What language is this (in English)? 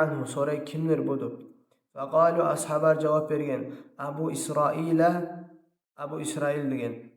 Kumyk